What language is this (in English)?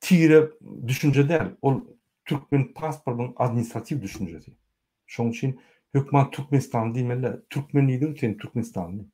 Turkmen